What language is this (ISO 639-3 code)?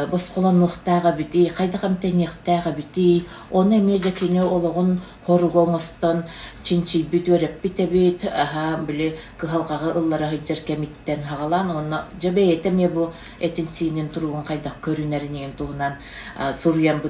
sah